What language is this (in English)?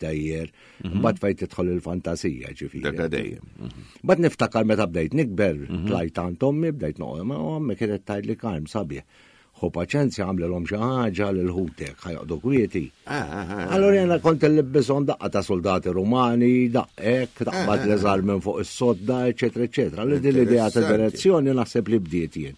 Maltese